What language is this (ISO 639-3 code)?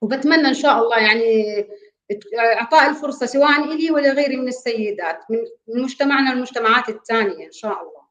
apc